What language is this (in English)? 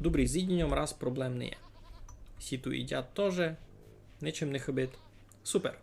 Rusyn